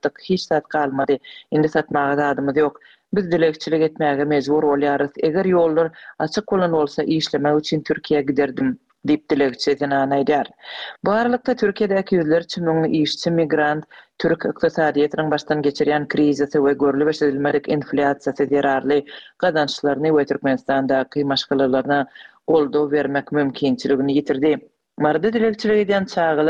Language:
Turkmen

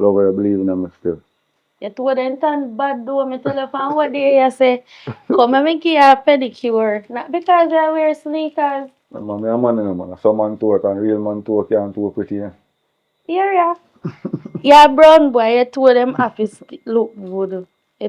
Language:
Jamaican Creole English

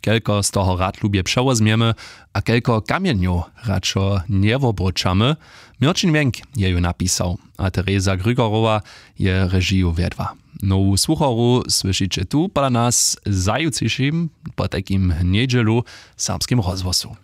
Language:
Upper Sorbian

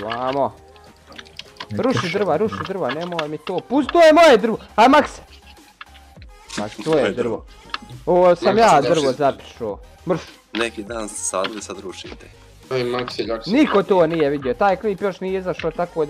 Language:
Bosnian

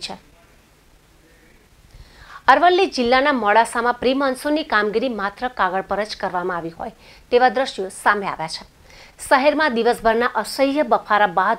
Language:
Gujarati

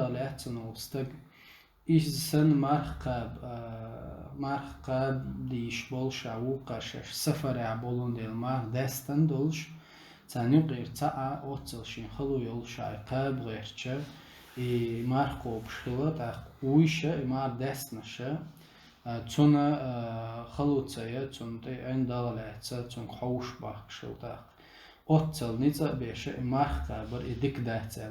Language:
Chechen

